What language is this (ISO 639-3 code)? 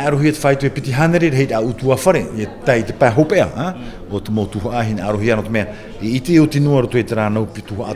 tah